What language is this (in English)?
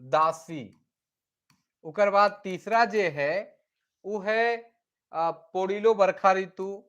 Sadri